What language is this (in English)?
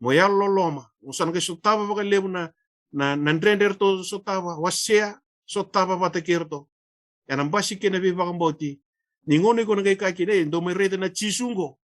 Fijian